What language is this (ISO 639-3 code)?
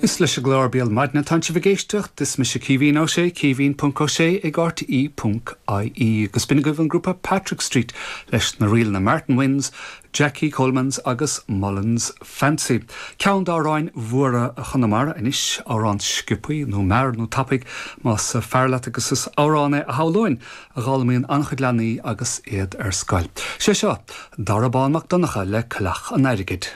gle